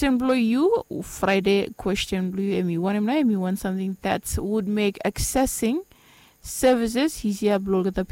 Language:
Bislama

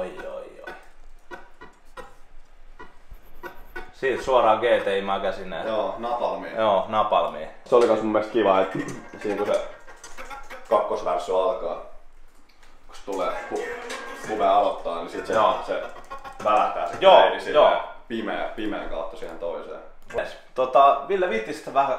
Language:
Finnish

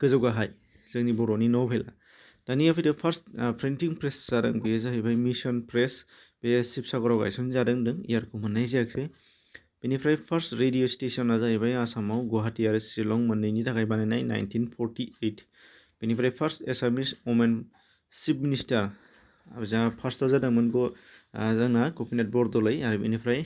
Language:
Bodo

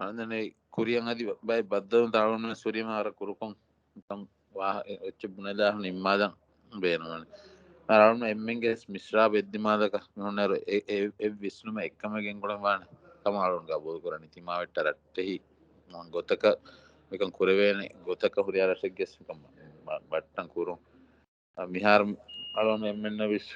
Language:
Divehi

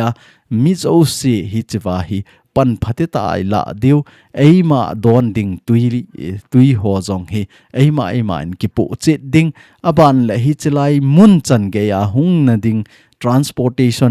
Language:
Thado Chin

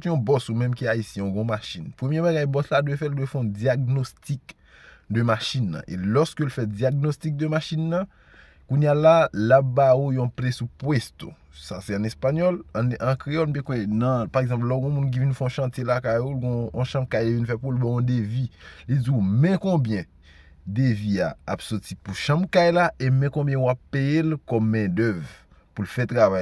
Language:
Haitian Creole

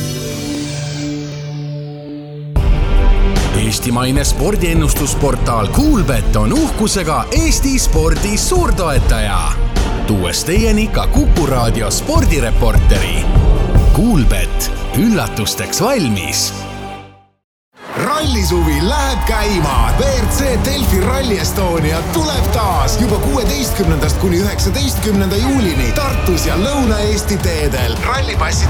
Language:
Estonian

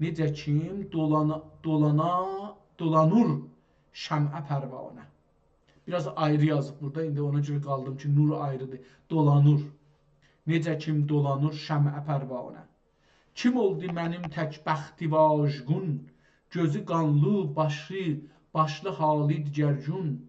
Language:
South Azerbaijani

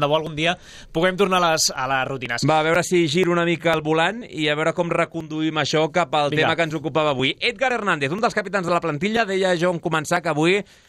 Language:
Catalan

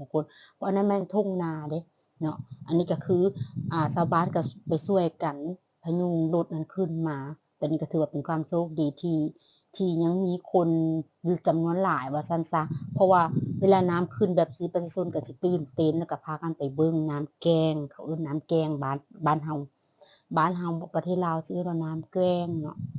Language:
Lao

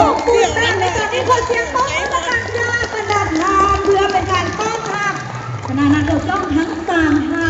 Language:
Lao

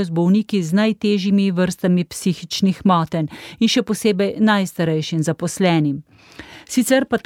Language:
Slovenian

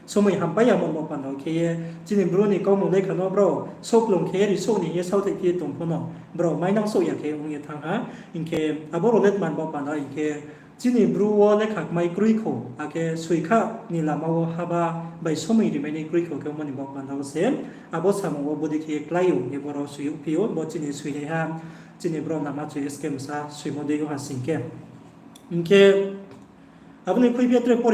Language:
Riang (India)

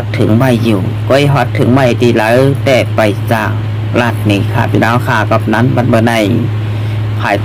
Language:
Shan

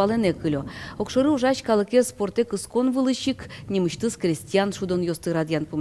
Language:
Udmurt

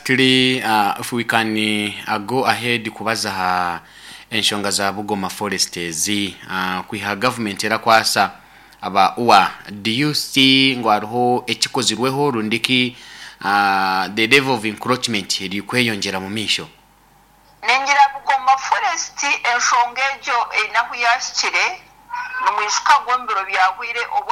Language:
Nyoro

